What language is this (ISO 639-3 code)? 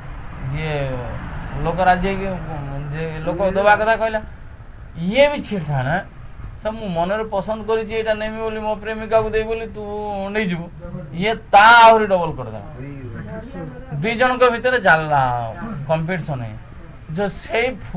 ori